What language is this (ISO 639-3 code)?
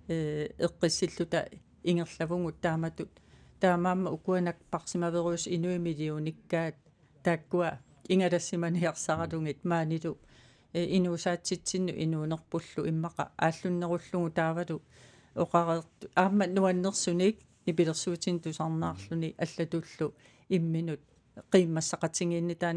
kal